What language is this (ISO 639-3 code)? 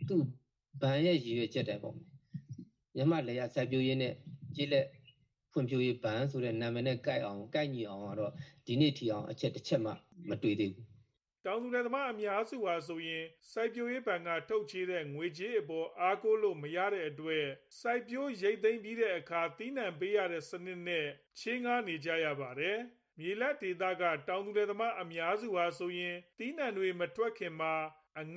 mya